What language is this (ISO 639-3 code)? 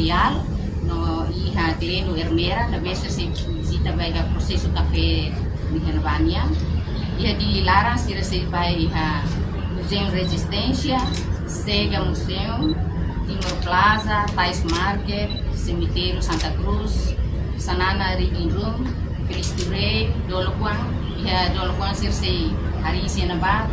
tet